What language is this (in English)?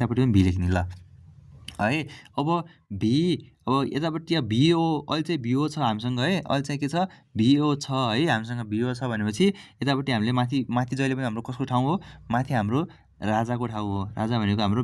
Nepali